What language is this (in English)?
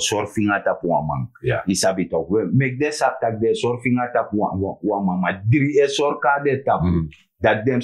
Sranan Tongo